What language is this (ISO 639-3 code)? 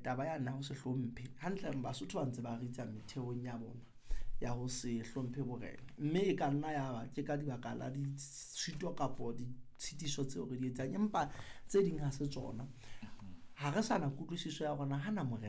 sot